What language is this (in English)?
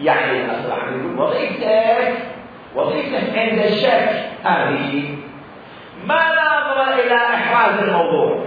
Mesopotamian Arabic